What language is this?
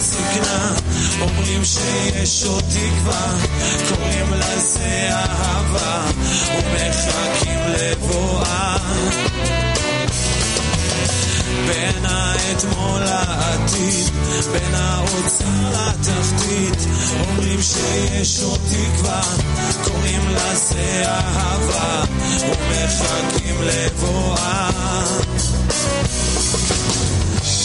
Hebrew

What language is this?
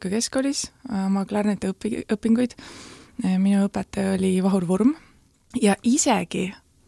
Estonian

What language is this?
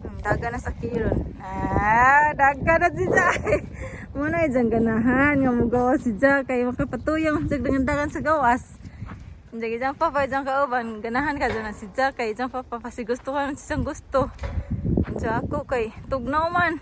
Cebuano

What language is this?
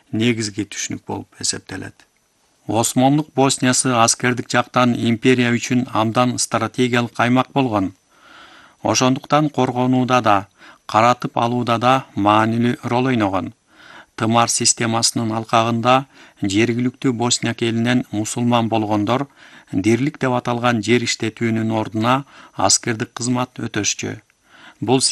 Kyrgyz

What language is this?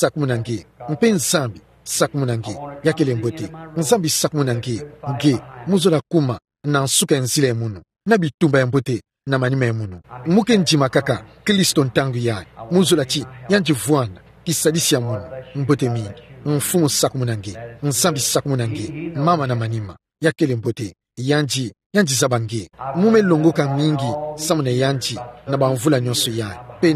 Kituba (Democratic Republic of Congo)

